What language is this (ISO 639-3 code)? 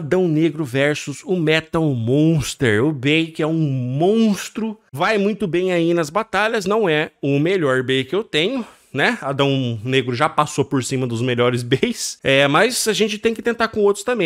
por